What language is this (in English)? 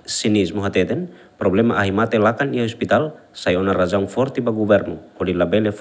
Tetum